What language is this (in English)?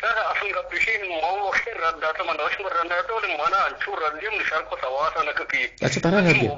Eastern Balochi